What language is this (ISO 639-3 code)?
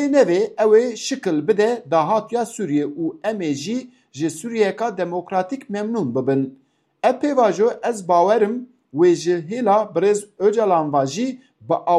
kur